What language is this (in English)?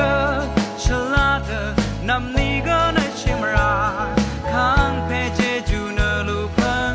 Rawang